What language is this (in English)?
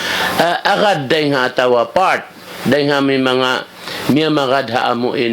Tausug